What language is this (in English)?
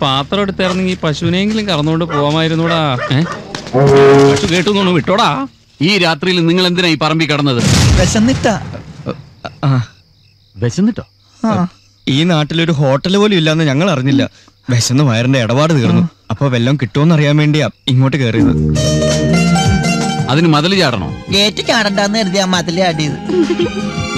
Malayalam